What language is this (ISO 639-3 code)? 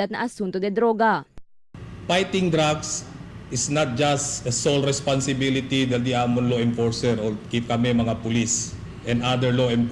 cbk